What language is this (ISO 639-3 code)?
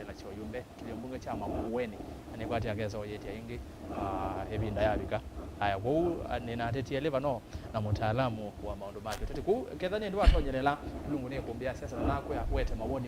kam